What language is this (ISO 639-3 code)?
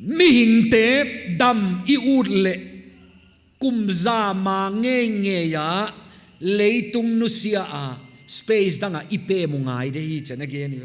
pck